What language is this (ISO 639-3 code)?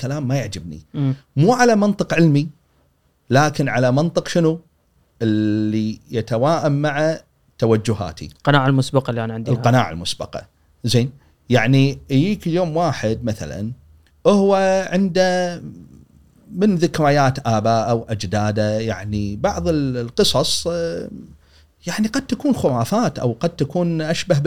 afb